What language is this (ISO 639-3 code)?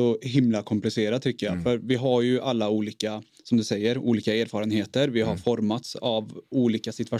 swe